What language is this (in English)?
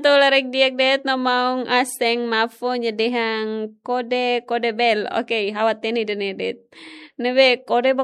Tetum